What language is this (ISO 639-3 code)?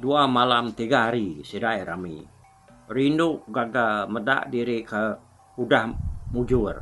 iba